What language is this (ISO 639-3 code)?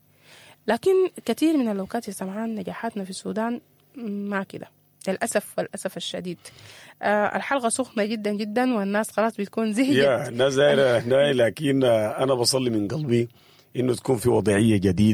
apd